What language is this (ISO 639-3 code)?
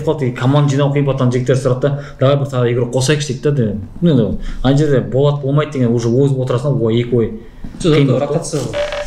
kaz